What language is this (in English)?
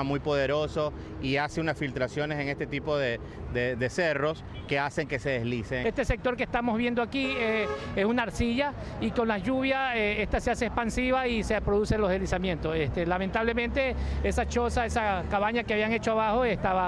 Spanish